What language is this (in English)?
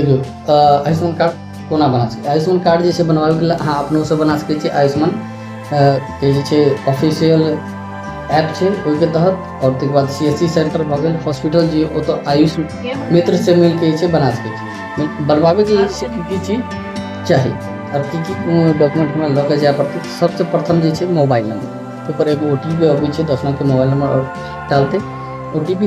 Maithili